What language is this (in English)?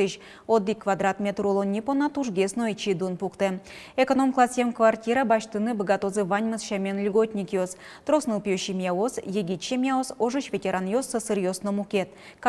Udmurt